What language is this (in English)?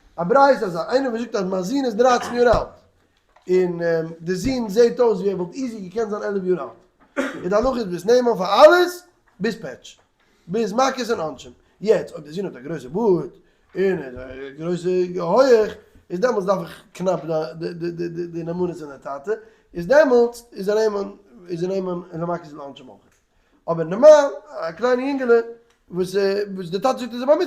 Yiddish